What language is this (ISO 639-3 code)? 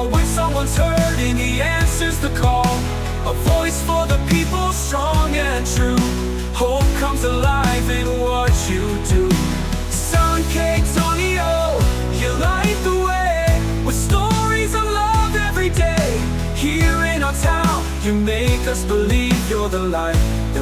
war